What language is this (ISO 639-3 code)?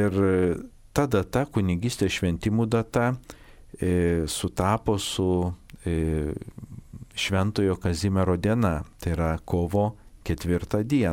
lit